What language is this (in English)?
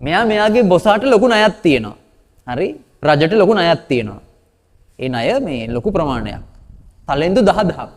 Sinhala